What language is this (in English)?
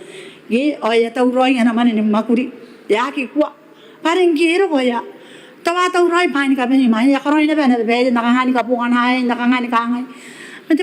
Gilbertese